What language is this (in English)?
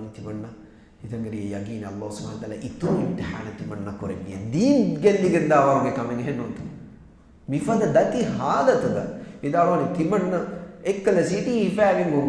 Divehi